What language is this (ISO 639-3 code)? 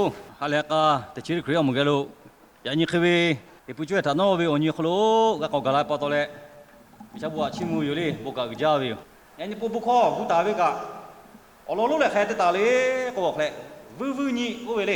lhu